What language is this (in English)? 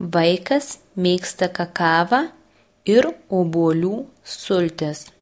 Lithuanian